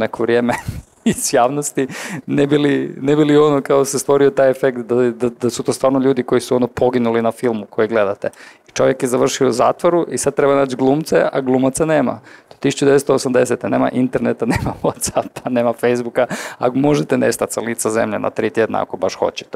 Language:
Croatian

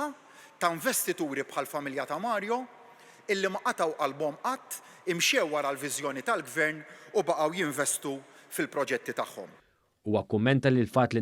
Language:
Maltese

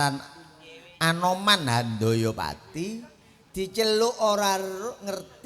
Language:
Javanese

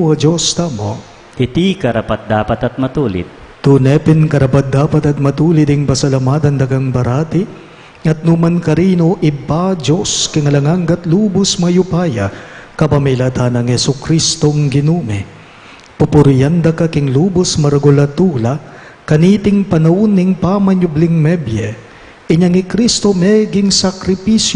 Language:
Pampanga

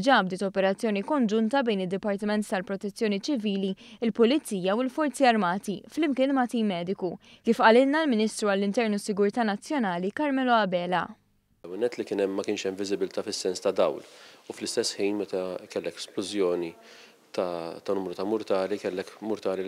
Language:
Maltese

